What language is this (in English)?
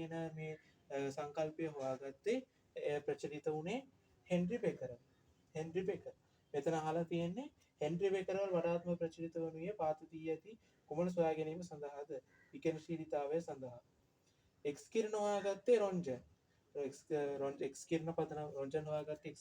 Sinhala